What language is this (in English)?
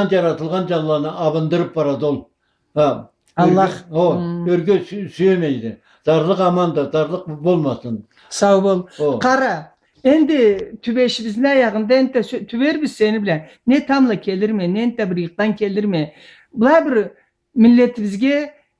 Karachay-Balkar